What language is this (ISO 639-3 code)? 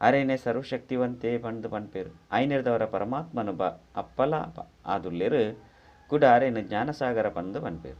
tcy